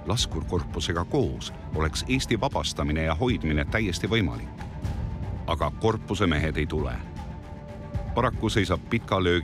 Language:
Estonian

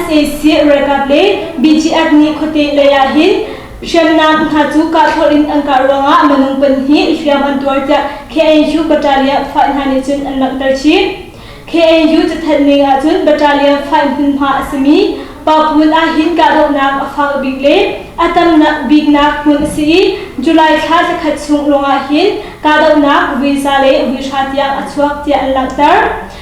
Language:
Hakha Chin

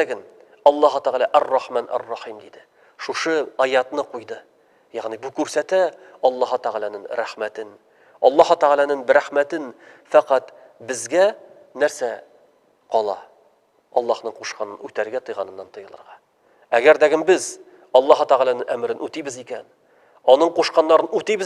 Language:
Tatar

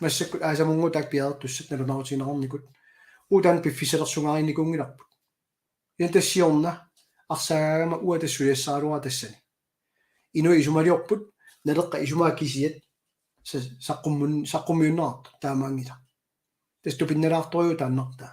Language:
Kalaallisut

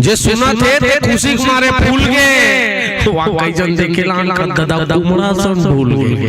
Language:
Chhattisgarhi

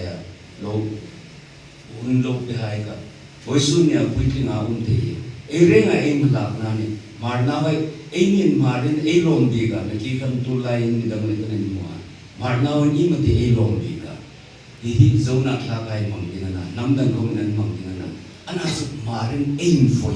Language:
Hmar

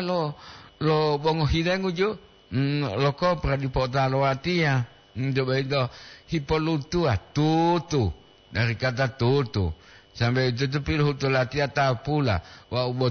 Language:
Gorontalo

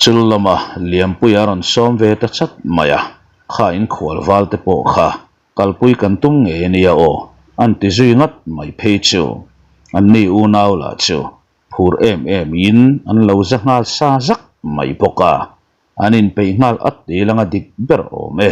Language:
Mizo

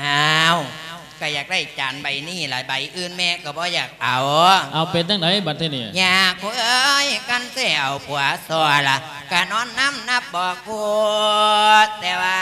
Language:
Lao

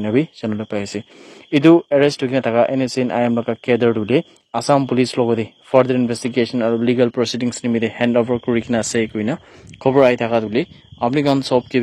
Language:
Naga Pidgin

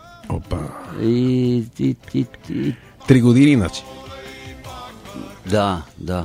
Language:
Bulgarian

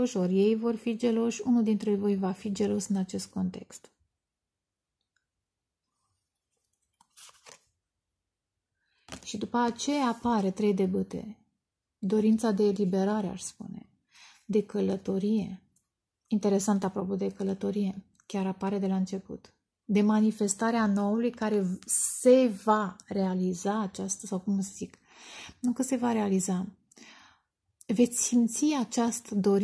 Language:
Romanian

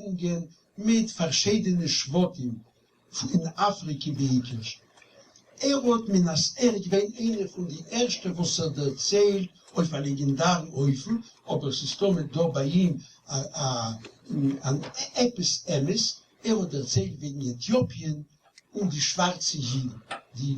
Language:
Yiddish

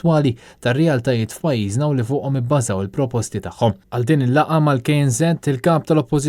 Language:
Maltese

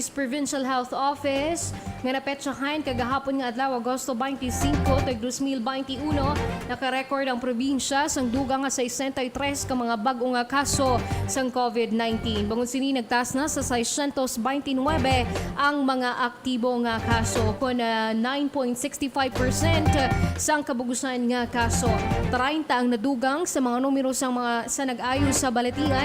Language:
Hiligaynon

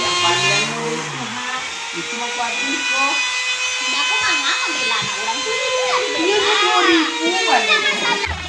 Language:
Minangkabau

